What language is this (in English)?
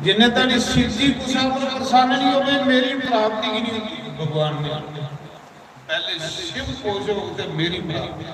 Dogri